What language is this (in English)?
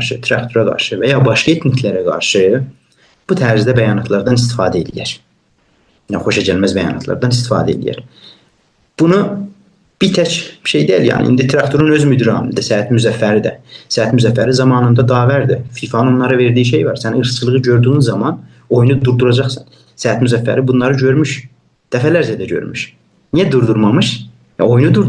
South Azerbaijani